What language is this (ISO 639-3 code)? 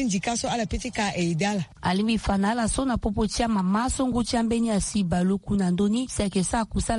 sag